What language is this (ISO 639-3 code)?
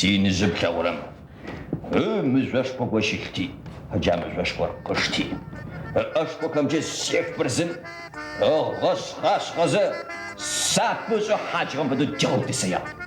ady